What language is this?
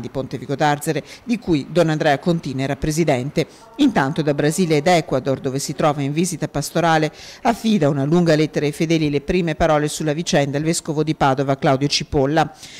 Italian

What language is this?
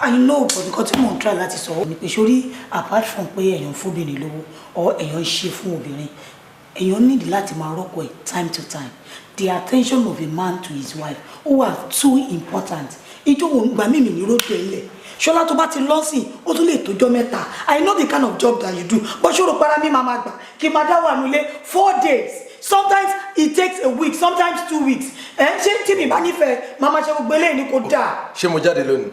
Yoruba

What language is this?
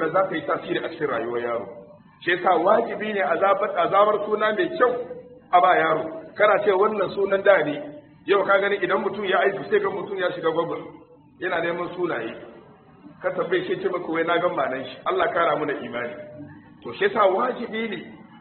Hausa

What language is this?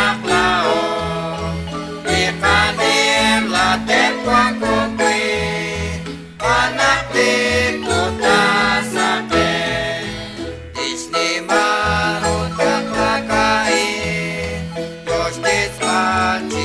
Kekchí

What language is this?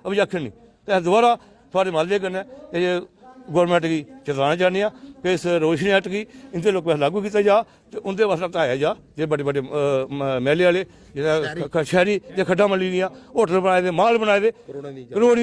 Dogri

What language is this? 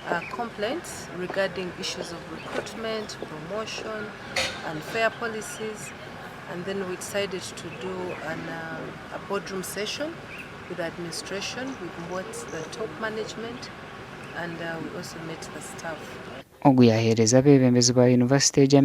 Nyankole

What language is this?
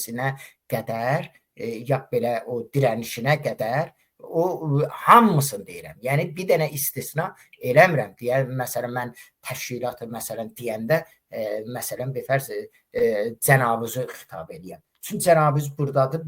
Azerbaijani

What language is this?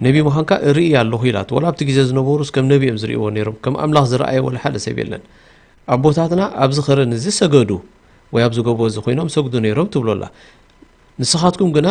Tigrinya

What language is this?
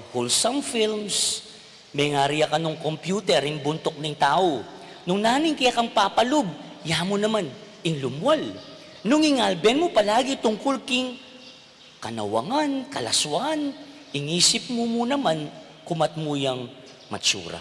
Pampanga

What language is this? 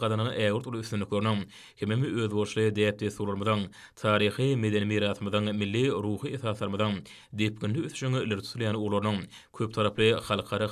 Turkmen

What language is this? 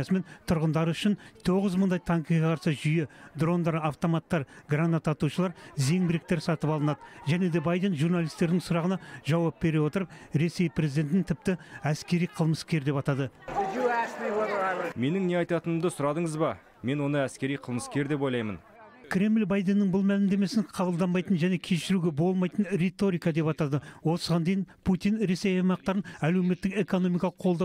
Kazakh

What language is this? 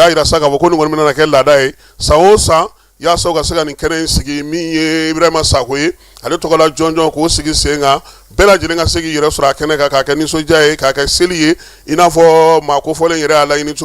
Bambara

